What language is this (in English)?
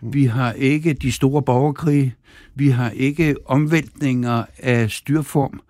Danish